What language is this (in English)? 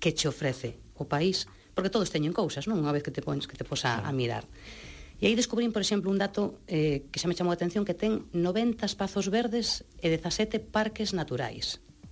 Galician